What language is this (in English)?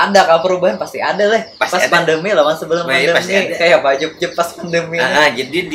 Banjar